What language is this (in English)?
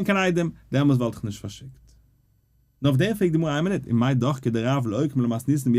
Yiddish